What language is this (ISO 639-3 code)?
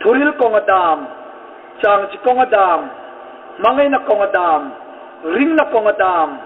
hmr